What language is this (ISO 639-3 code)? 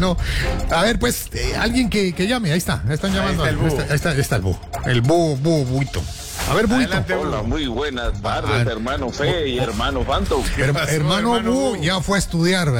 spa